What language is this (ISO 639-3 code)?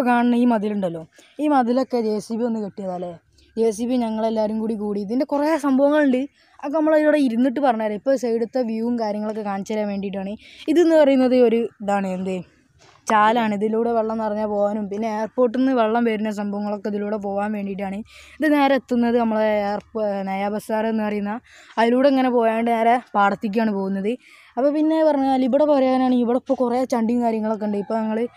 mal